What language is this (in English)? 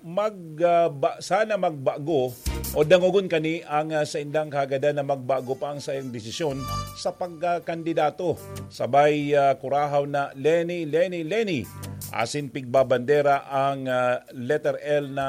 Bikol